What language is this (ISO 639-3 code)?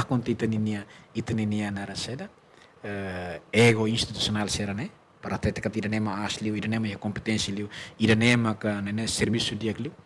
tet